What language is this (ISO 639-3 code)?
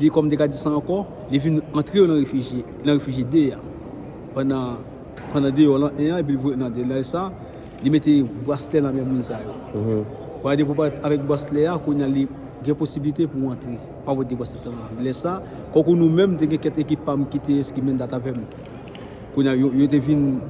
hat